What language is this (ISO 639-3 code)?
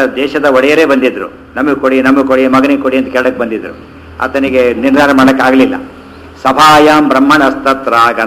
kan